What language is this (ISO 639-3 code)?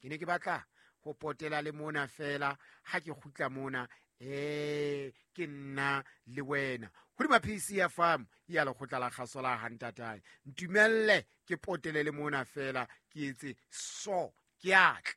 sot